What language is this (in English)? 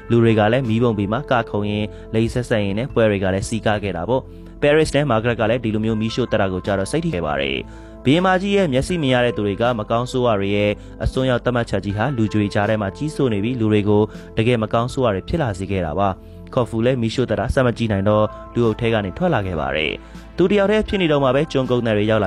Burmese